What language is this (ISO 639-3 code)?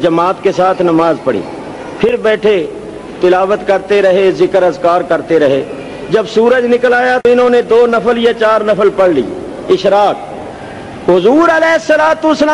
urd